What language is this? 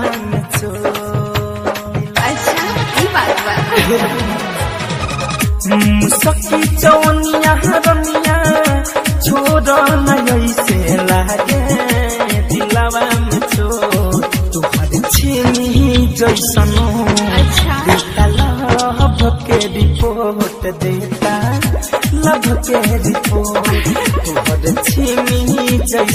Bhojpuri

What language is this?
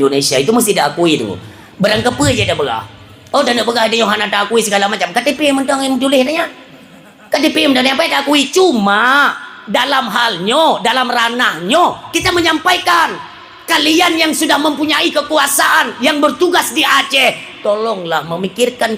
Achinese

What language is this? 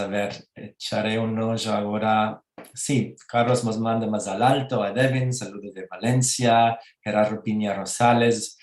Ladino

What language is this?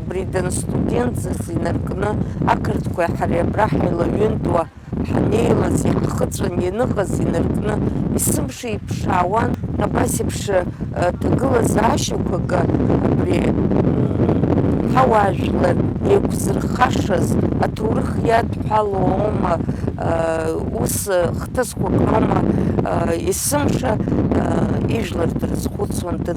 Abkhazian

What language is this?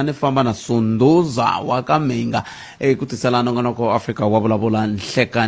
Tsonga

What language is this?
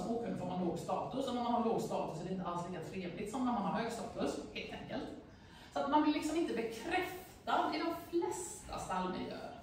Swedish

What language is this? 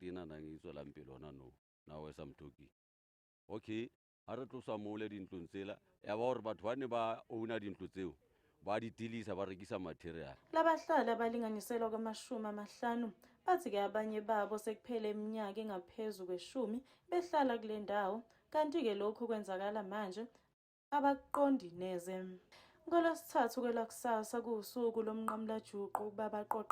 Zulu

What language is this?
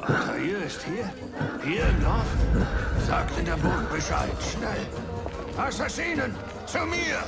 Bavarian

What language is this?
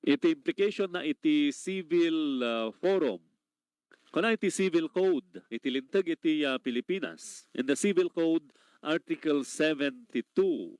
Iloko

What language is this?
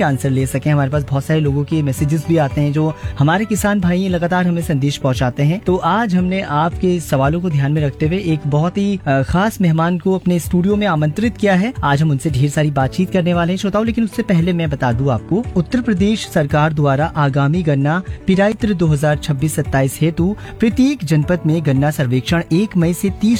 Hindi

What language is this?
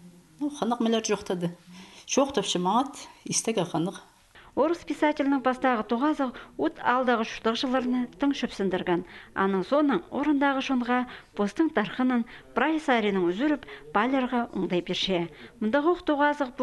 Khakas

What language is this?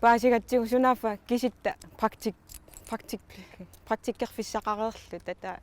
Kalaallisut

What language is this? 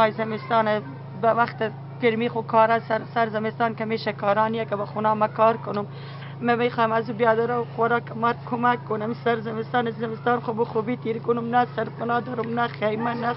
Pashto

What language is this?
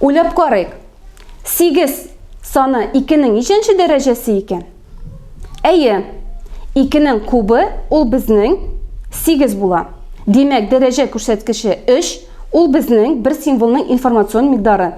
Tatar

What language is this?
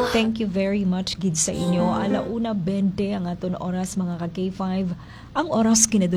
Hiligaynon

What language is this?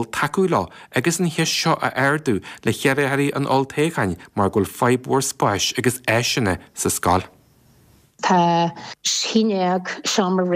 Irish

